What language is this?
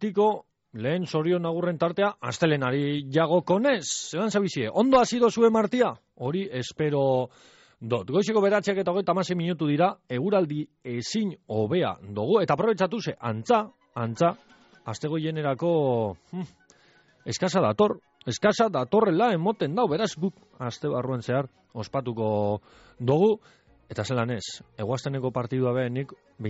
Basque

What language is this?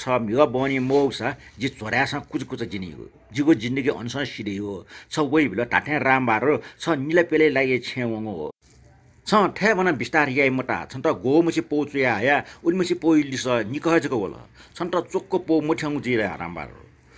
Newari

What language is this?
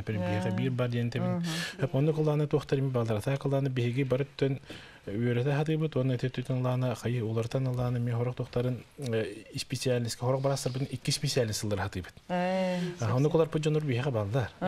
Yakut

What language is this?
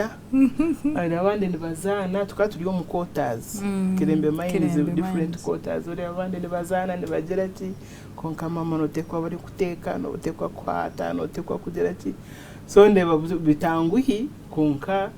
Nyankole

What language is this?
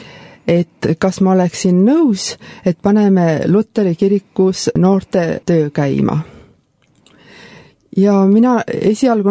Estonian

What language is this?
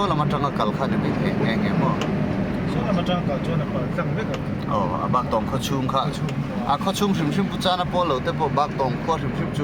Mizo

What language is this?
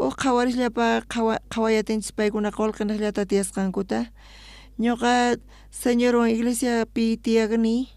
South Bolivian Quechua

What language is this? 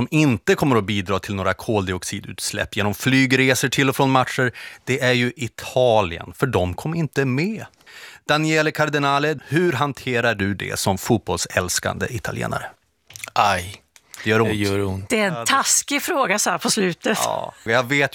Swedish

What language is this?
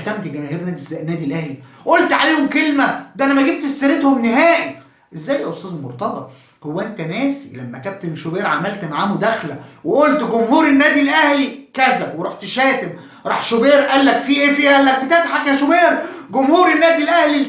Egyptian Arabic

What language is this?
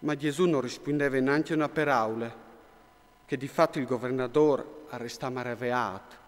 Friulian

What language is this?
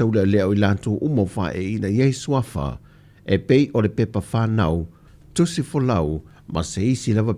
Samoan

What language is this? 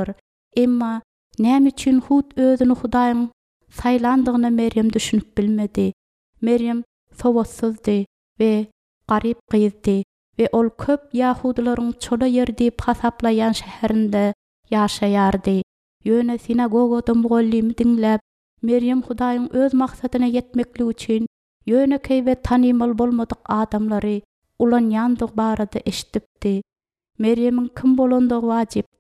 Turkmen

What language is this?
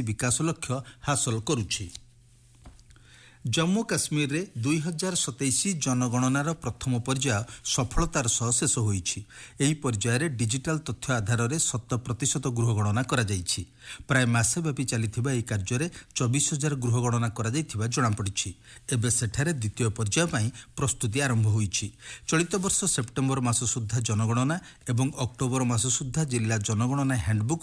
Odia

